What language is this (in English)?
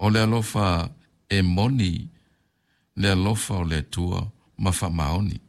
Samoan